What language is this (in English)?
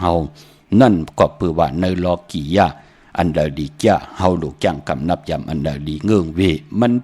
Shan